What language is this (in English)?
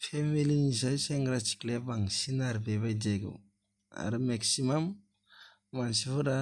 Bodo